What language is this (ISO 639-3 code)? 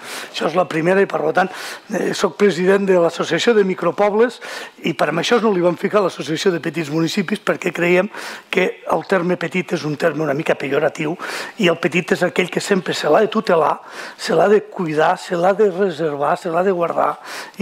cat